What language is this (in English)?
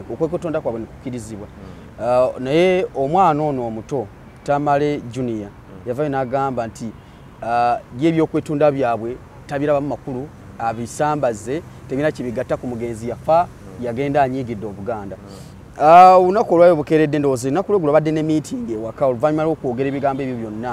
Ganda